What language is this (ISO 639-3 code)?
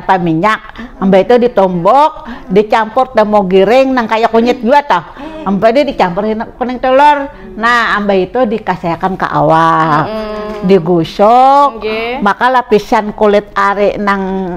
bjn